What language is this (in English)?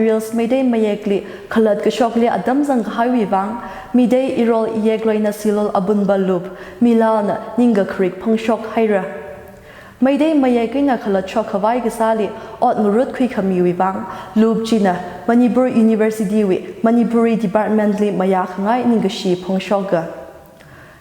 Tangkhul Naga (India)